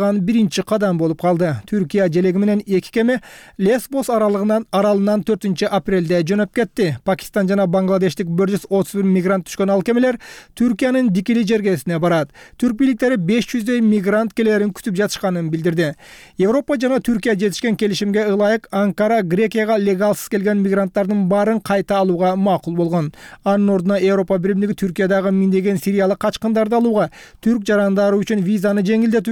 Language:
Kyrgyz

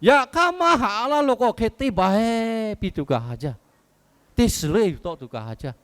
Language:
Lahu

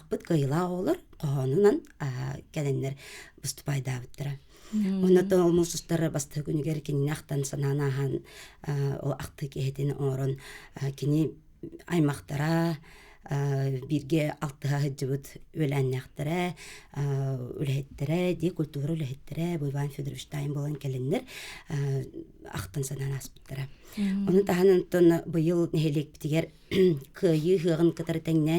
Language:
Yakut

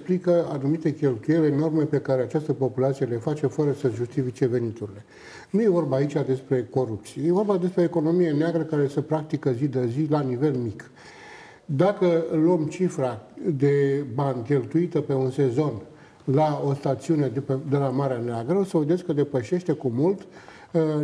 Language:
Romanian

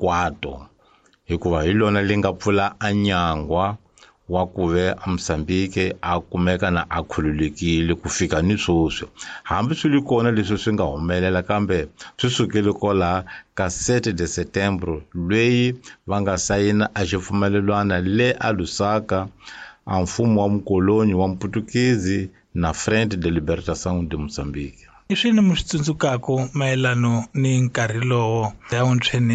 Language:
Tsonga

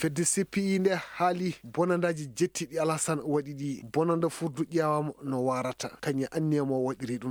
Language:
Maasina Fulfulde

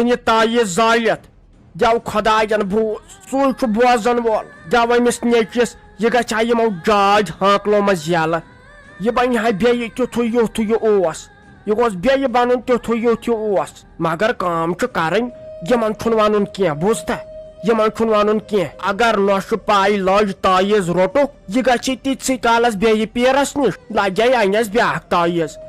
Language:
Kashmiri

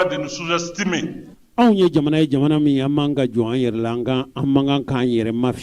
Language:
Bambara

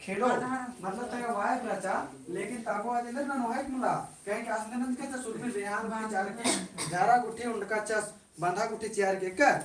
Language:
Kurukh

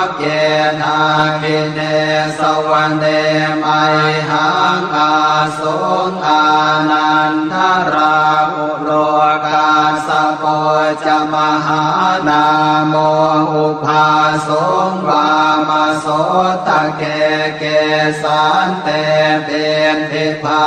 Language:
Pali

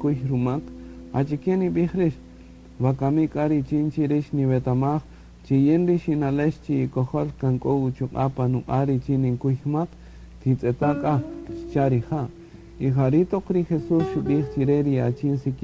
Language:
Kaqchikel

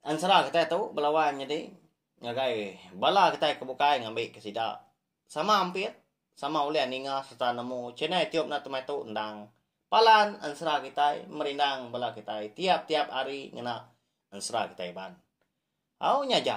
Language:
Iban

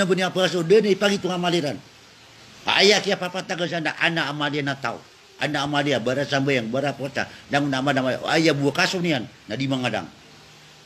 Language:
Maranao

